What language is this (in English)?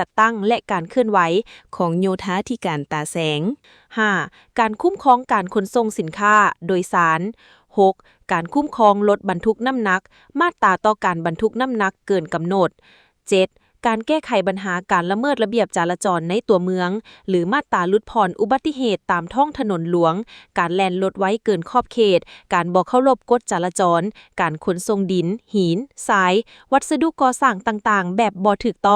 Lao